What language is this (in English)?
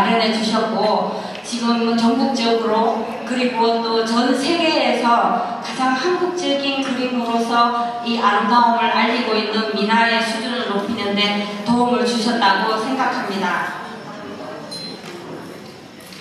Korean